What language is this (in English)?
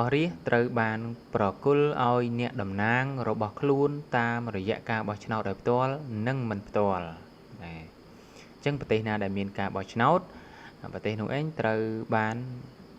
Khmer